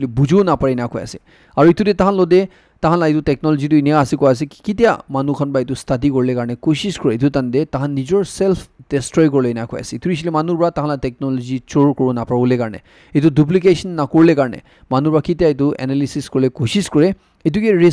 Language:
Naga Pidgin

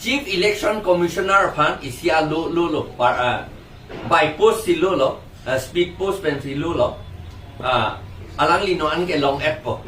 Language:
Karbi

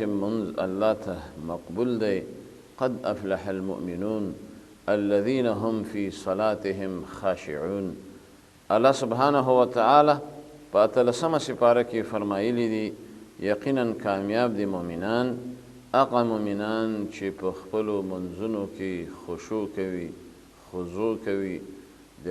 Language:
Pashto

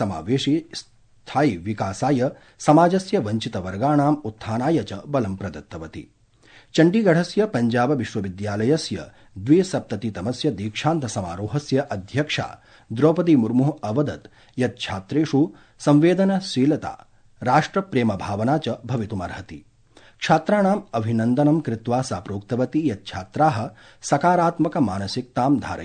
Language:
Sanskrit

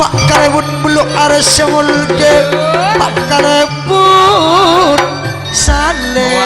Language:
Madurese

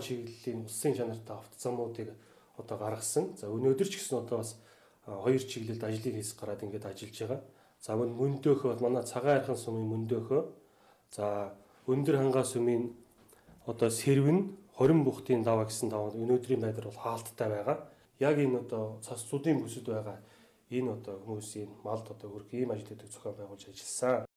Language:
Mongolian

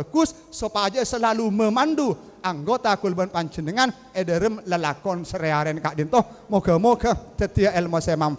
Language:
Madurese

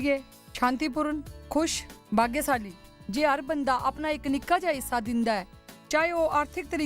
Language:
Dogri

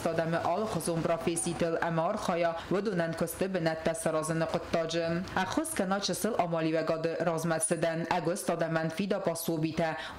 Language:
Ossetic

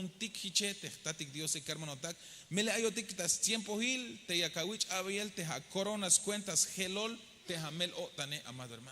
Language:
Tzeltal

